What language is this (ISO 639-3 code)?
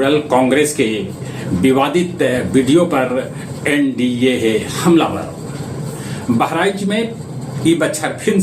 mag